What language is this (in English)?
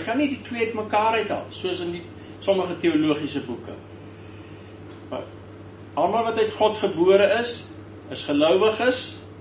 Afrikaans